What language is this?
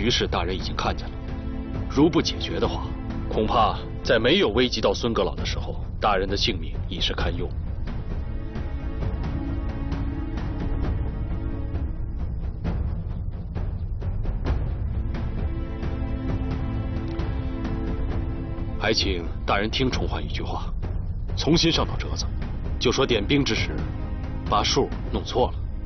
Chinese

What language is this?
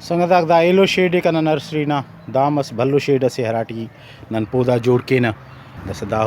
Brahui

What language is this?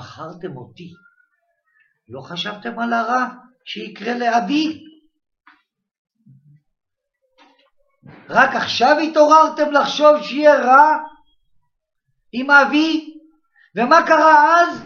Hebrew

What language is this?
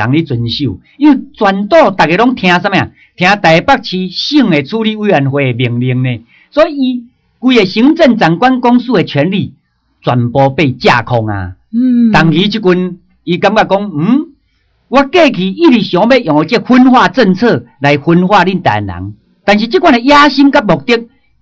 Min Nan Chinese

